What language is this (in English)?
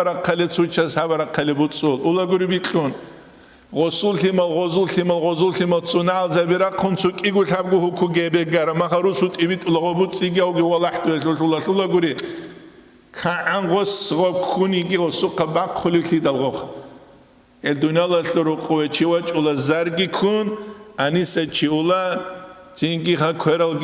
Avaric